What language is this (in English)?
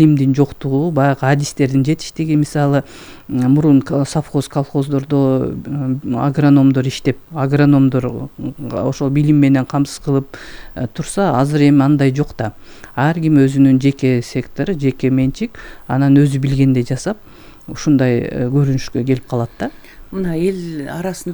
Kyrgyz